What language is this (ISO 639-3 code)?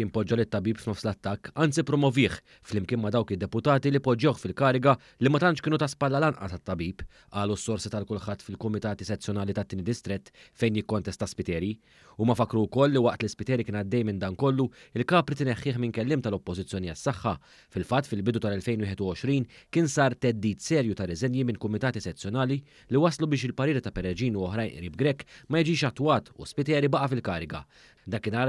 mlt